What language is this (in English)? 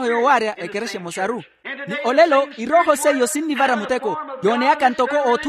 Makhuwa